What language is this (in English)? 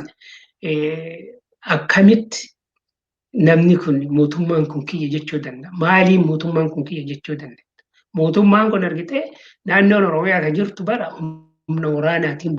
Oromo